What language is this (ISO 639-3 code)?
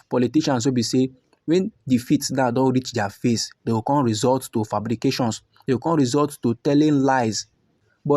pcm